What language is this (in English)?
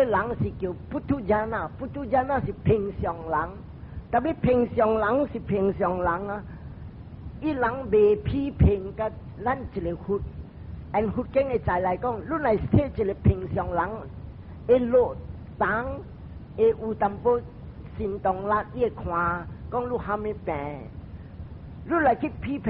Min Nan Chinese